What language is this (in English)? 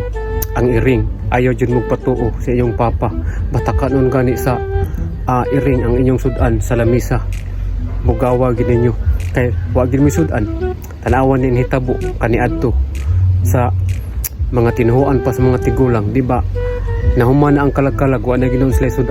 Cebuano